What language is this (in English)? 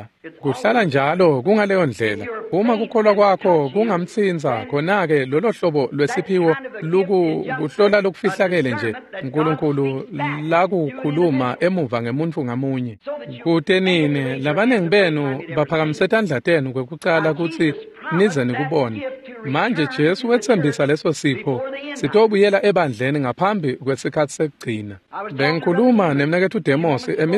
Swati